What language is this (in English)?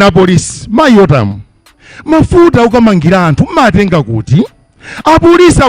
Nyanja